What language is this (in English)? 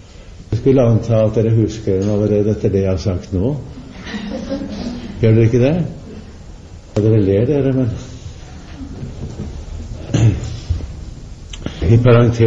Norwegian